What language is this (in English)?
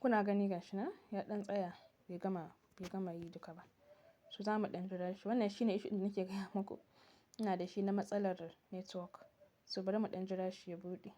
Hausa